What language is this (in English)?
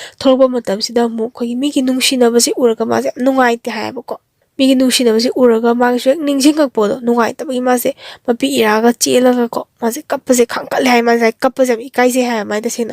Manipuri